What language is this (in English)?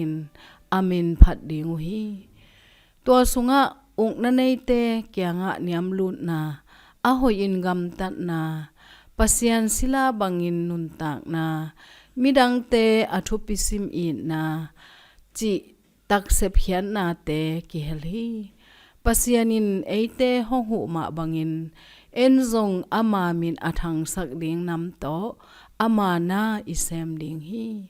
Tedim Chin